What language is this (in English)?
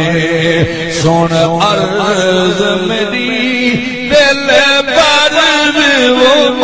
Saraiki